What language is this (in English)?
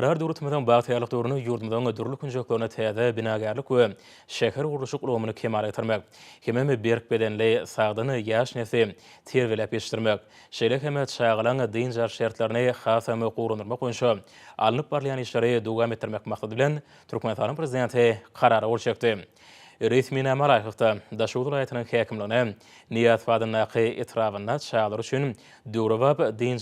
Turkmen